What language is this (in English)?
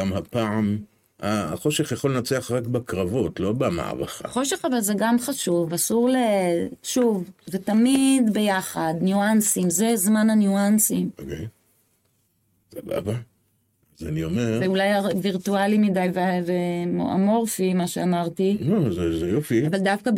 Hebrew